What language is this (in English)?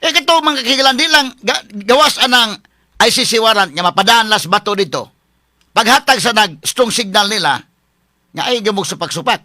Cebuano